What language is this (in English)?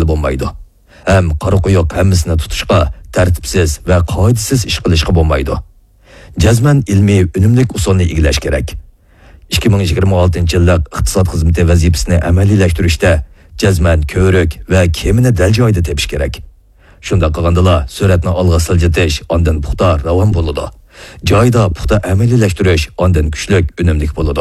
Uyghur